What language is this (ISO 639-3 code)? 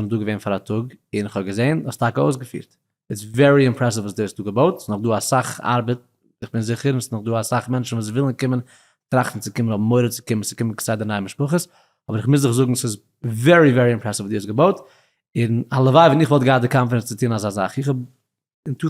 yid